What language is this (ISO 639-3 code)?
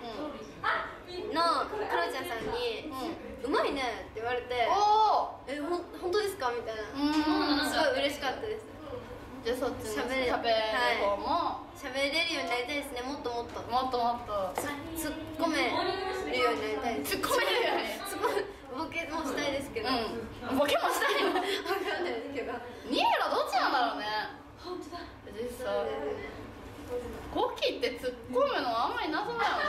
jpn